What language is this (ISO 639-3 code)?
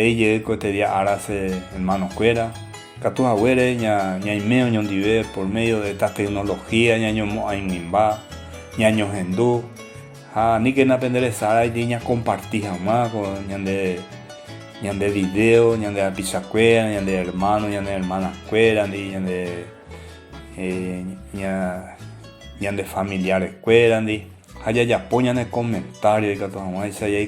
grn